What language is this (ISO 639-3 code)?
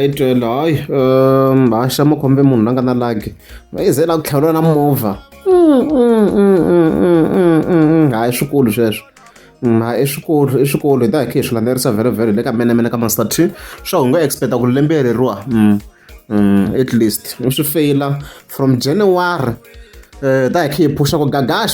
tso